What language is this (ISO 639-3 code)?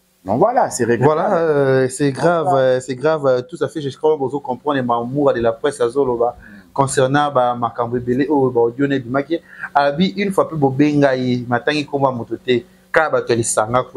lin